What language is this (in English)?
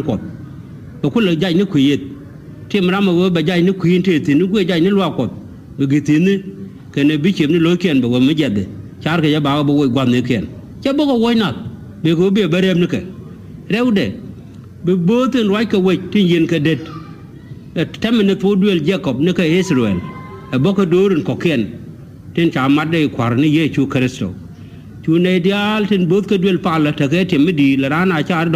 Nuer